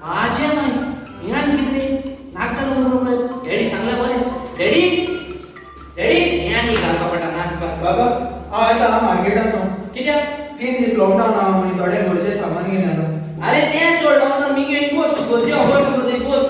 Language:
Konkani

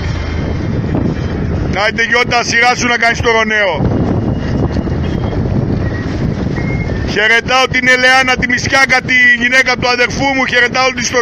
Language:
Greek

